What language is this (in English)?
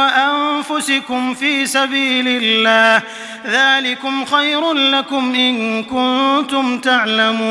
Arabic